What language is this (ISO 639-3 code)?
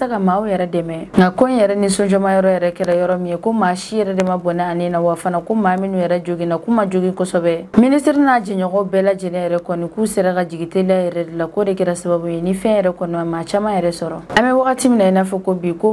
bam